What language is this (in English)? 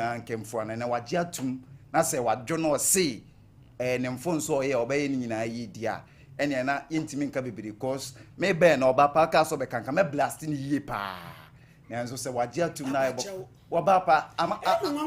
Akan